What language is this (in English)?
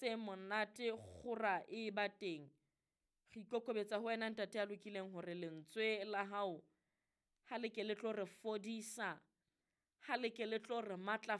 Southern Sotho